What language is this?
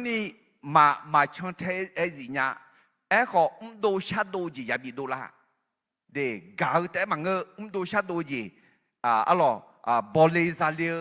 Akha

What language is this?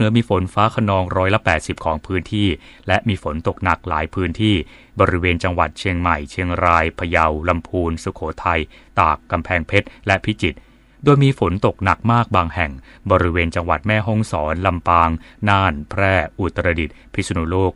Thai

